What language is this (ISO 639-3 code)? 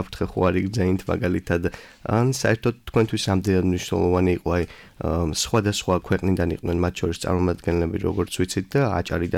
kat